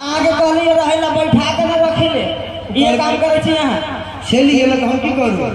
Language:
Maithili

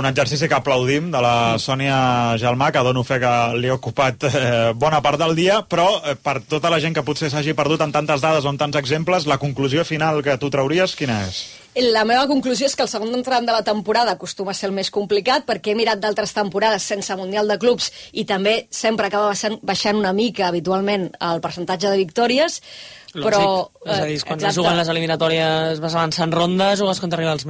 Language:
Catalan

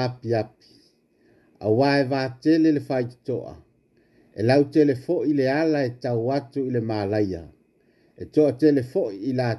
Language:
Samoan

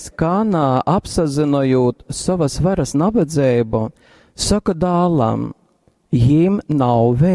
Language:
Latgalian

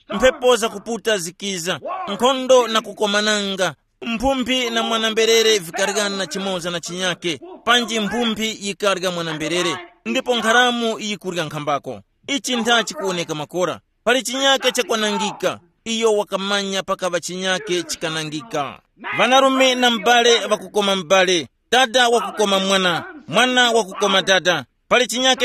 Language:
Tumbuka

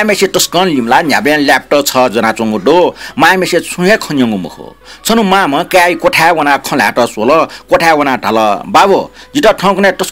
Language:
Newari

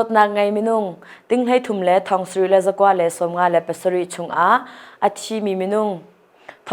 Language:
Hakha Chin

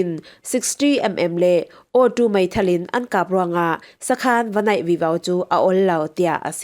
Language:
Falam Chin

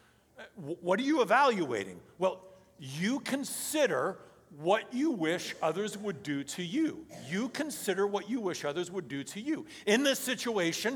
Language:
English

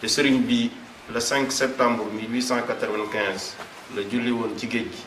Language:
Wolof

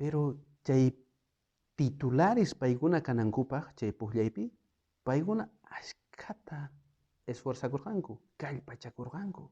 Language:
South Bolivian Quechua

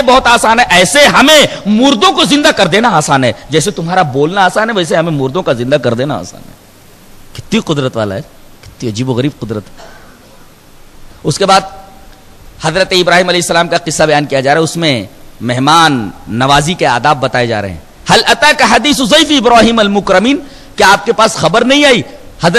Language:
Urdu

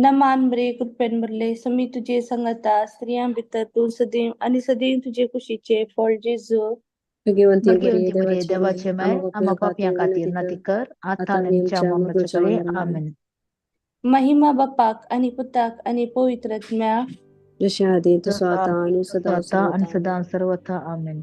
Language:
Konkani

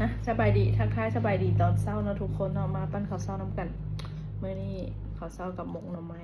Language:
Lao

